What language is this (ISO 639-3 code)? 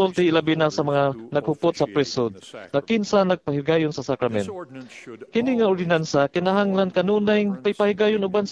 ceb